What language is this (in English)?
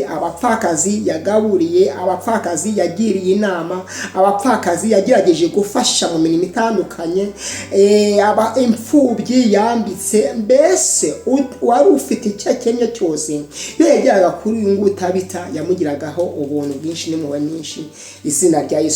Kinyarwanda